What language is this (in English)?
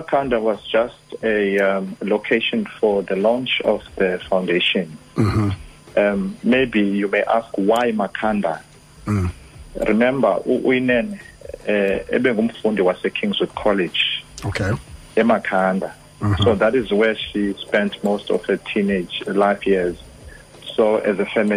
Xhosa